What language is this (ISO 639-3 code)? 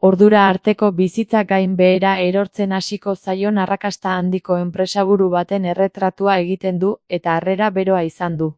eus